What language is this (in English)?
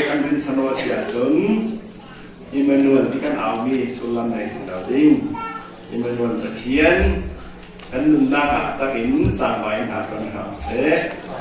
Falam Chin